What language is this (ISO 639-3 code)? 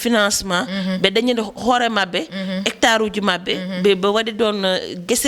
ful